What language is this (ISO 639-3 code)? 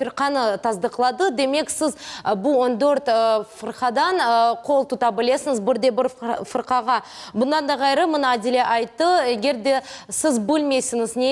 crh